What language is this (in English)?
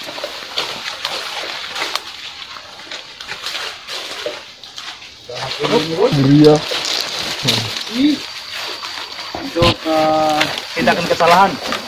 Indonesian